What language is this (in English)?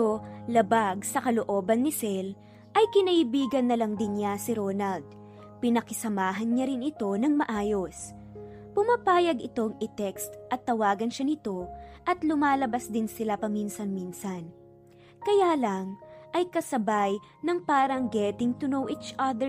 Filipino